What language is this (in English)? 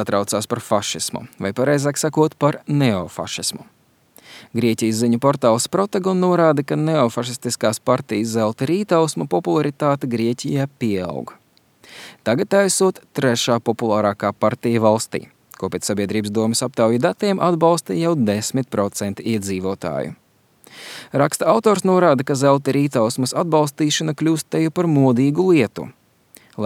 Latvian